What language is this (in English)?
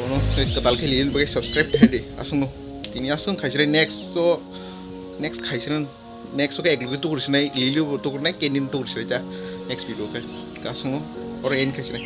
Kok Borok